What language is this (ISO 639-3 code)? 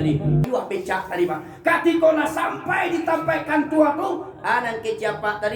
min